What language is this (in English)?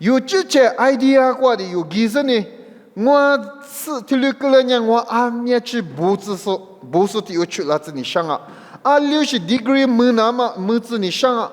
Lisu